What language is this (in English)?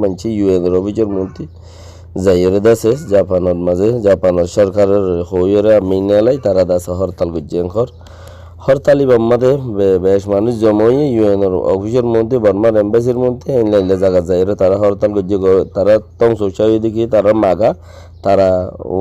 Rohingya